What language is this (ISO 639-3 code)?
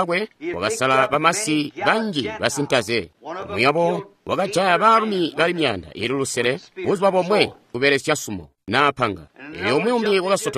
toi